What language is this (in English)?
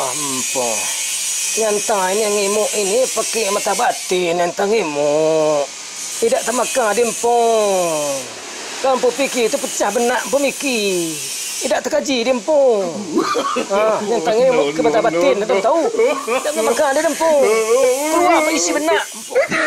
Minangkabau